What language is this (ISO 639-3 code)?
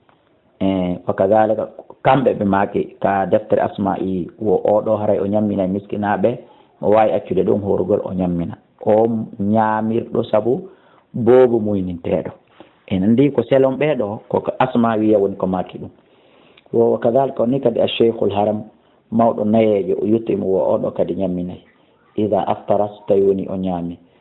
ful